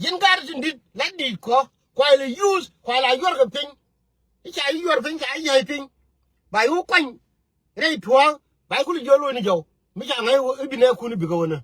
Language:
Nuer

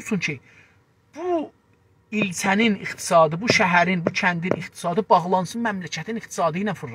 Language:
South Azerbaijani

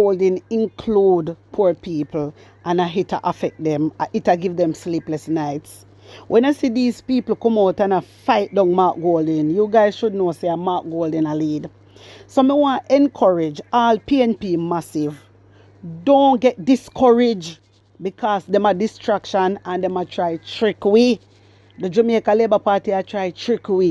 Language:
Jamaican Creole English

